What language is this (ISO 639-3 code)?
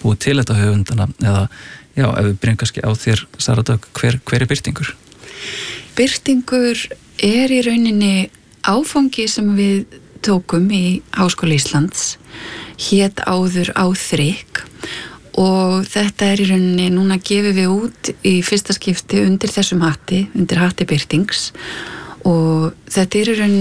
isl